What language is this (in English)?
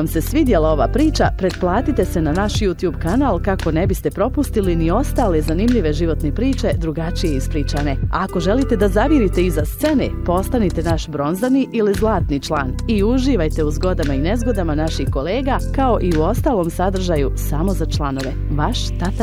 Bosnian